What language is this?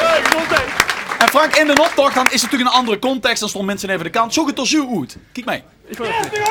Limburgish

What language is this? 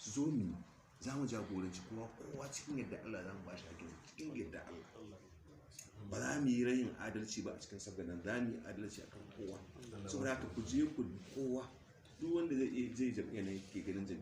Hausa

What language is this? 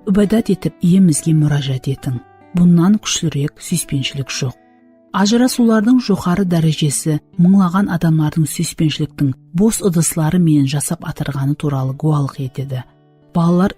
Kara-Kalpak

